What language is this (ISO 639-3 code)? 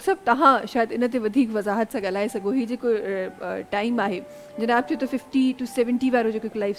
snd